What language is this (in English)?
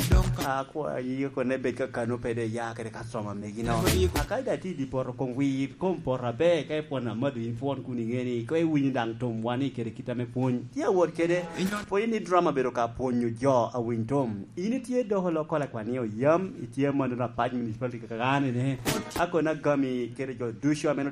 Lango (Uganda)